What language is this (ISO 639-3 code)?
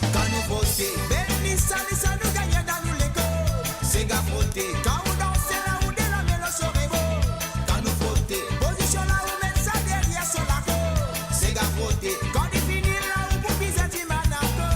mfe